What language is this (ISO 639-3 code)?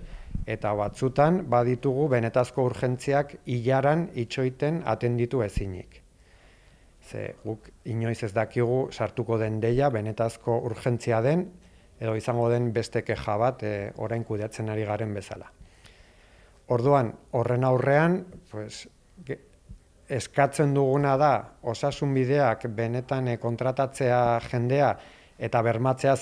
eus